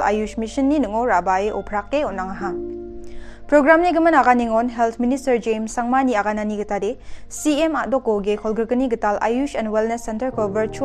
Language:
Garo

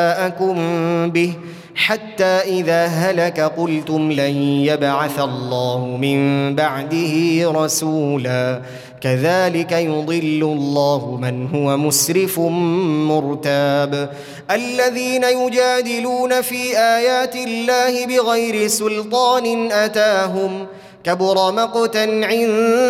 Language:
Arabic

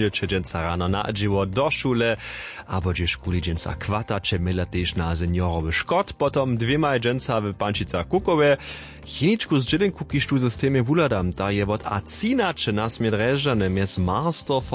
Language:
Upper Sorbian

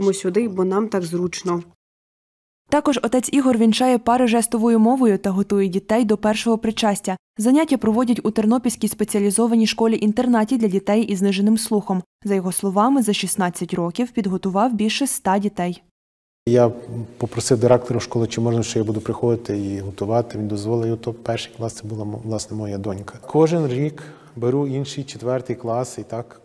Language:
Ukrainian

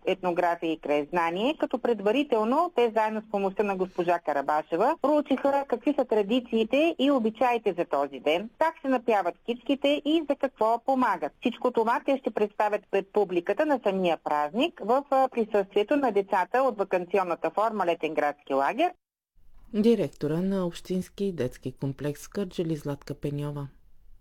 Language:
Bulgarian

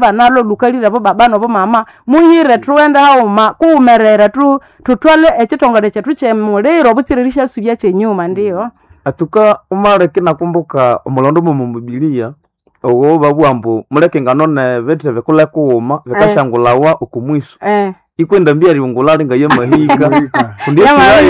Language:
Nande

